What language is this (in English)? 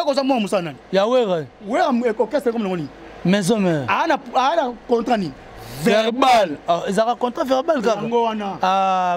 Lingala